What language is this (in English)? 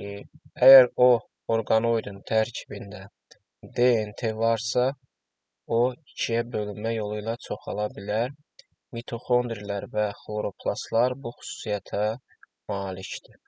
Azerbaijani